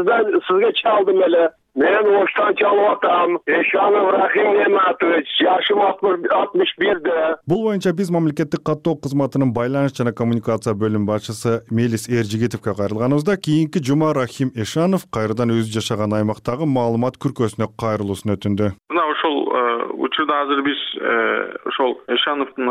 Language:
Kyrgyz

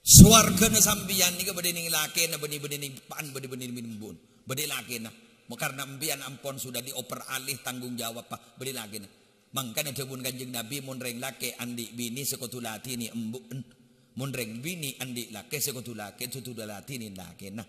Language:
Madurese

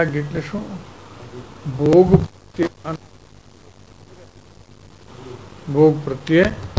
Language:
Gujarati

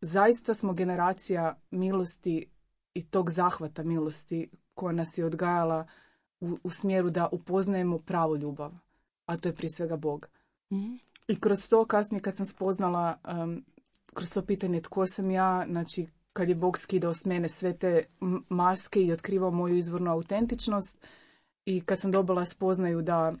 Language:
Croatian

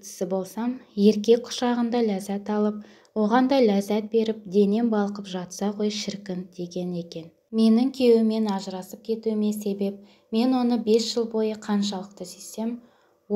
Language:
Kazakh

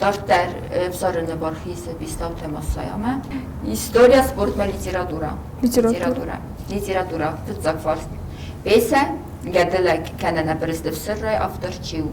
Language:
Ossetic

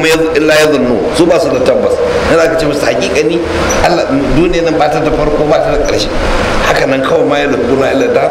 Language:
Hausa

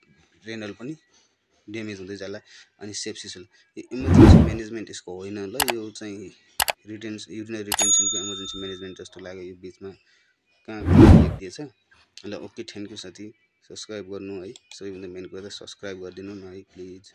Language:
Nepali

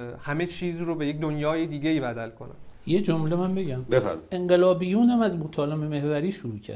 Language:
Persian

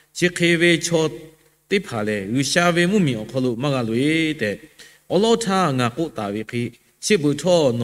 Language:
Lahu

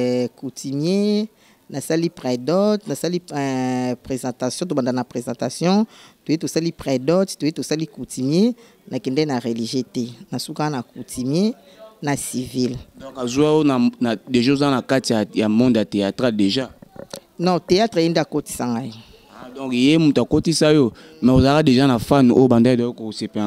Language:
Lingala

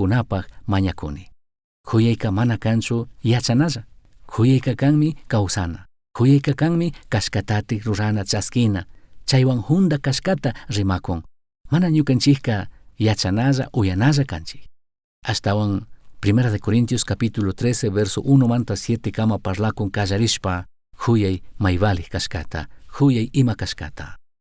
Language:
Chimborazo Highland Quichua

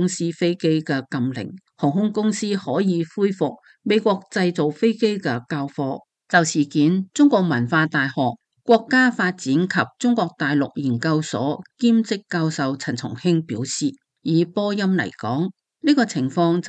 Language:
Cantonese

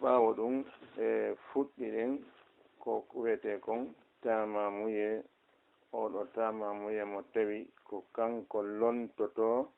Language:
Fula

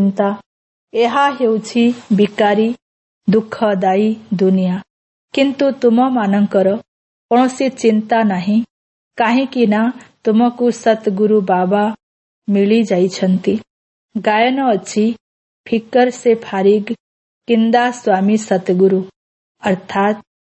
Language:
Odia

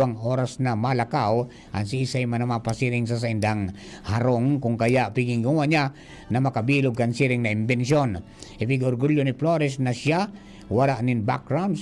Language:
Bikol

